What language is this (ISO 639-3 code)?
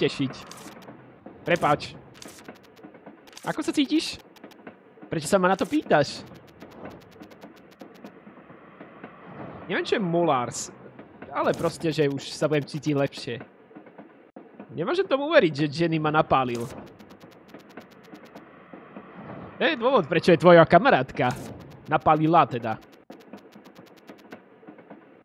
slk